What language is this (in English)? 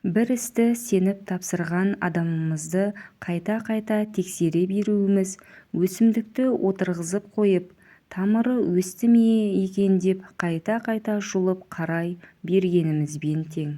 Kazakh